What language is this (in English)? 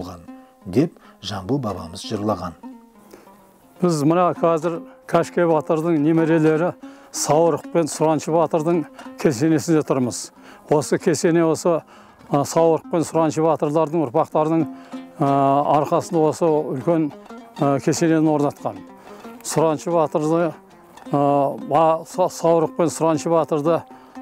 Kazakh